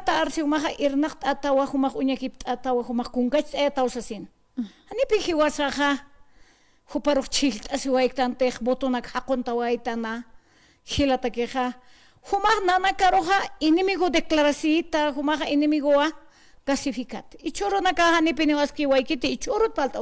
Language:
Aymara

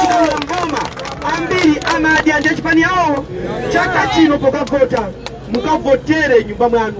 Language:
Nyanja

